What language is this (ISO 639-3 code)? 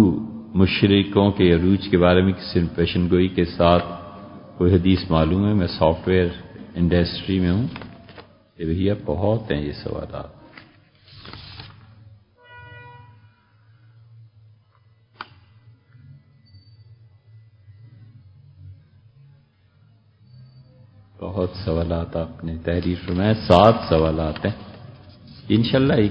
urd